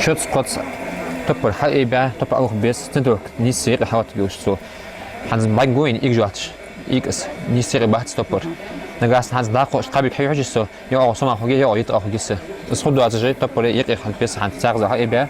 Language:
Ingush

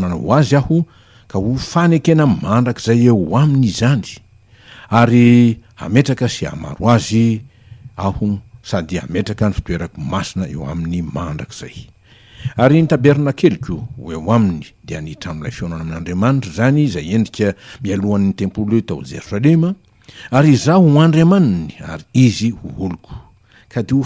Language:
Malagasy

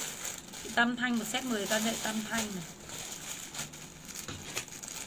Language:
Vietnamese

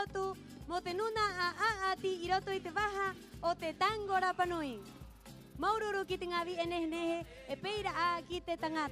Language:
Rapanui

